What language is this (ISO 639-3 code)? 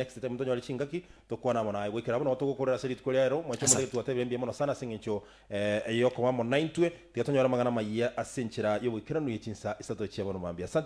guz